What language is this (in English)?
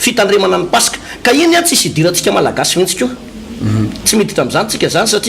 Malagasy